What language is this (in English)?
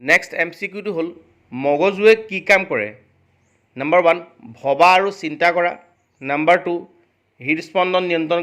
Assamese